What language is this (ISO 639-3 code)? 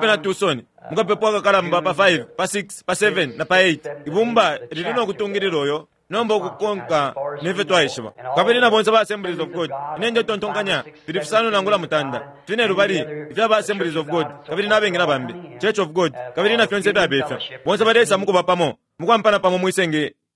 bem